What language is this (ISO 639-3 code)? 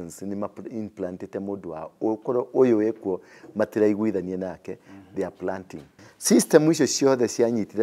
kik